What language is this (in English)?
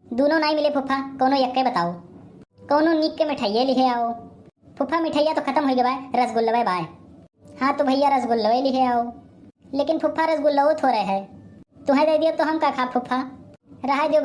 Awadhi